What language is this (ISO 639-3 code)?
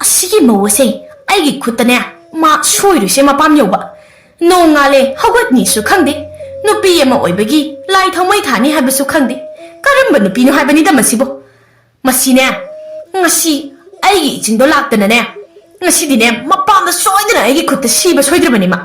mni